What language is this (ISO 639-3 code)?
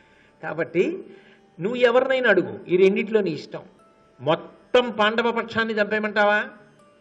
tel